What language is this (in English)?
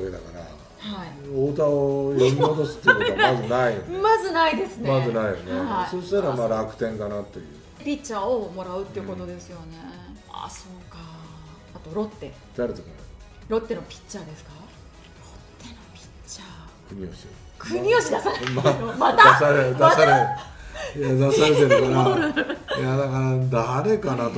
Japanese